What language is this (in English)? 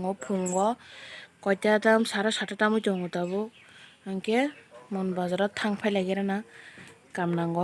Kok Borok